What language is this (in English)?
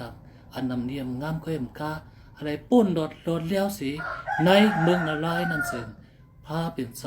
Shan